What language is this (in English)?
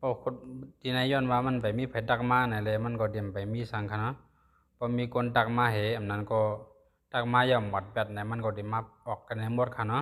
Shan